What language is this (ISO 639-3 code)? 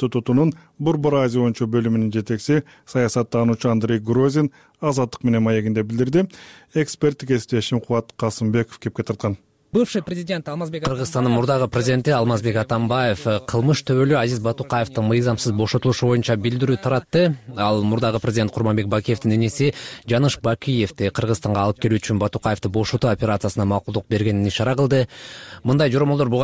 kir